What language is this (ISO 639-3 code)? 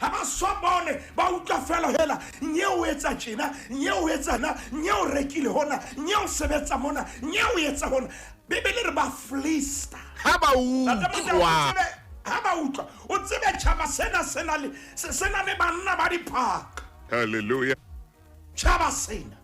sot